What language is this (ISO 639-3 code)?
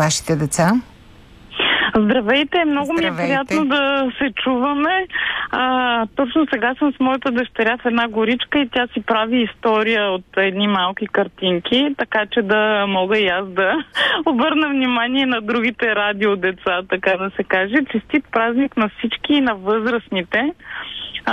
bul